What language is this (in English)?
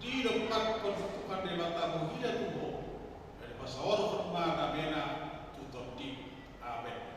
Batak Toba